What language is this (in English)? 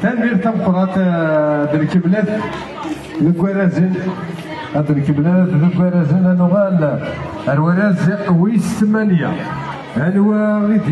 Kabyle